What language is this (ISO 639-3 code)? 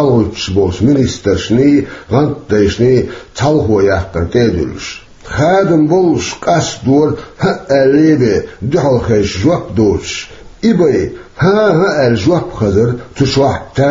che